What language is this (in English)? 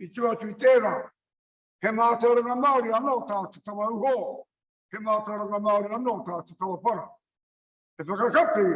Māori